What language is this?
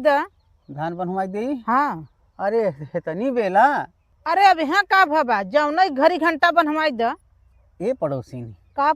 Bhojpuri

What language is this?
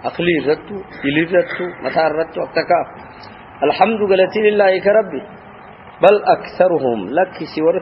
Arabic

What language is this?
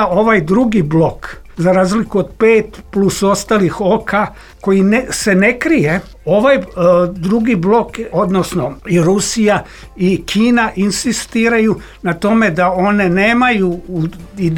Serbian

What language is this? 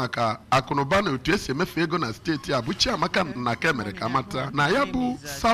Igbo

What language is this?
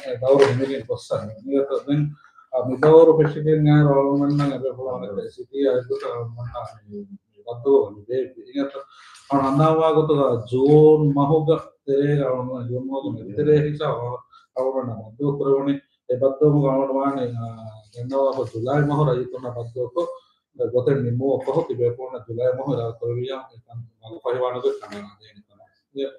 Divehi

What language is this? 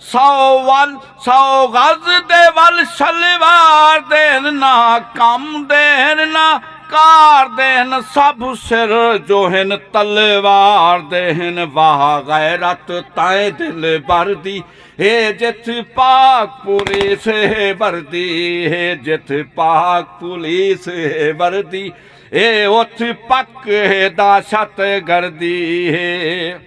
Saraiki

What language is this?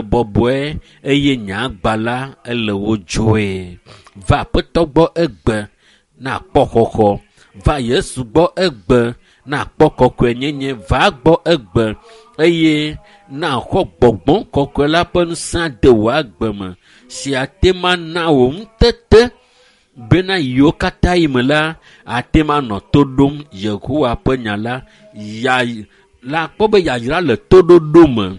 Ewe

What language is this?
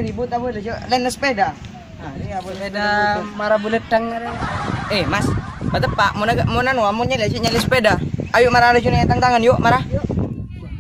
Madurese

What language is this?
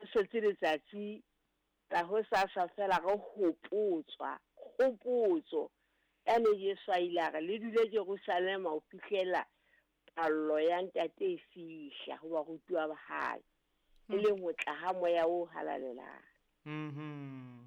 Southern Sotho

